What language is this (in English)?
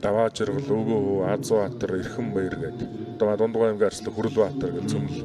Mongolian